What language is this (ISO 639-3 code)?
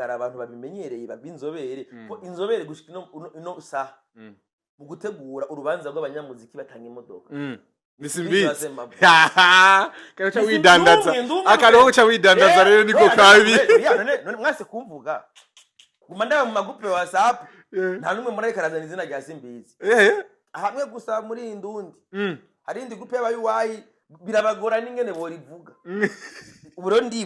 run